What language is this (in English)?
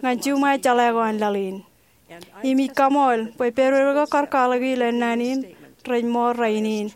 Marshallese